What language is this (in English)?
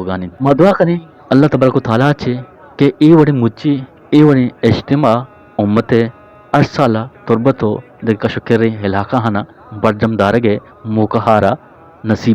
Eastern Balochi